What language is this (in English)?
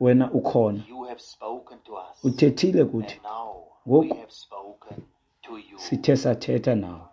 Xhosa